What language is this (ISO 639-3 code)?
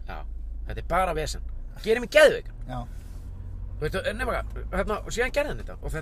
isl